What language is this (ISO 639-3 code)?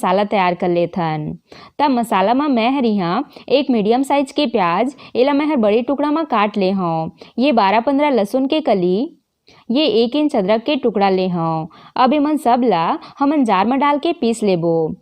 hne